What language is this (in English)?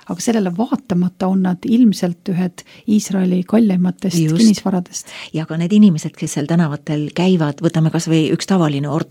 Estonian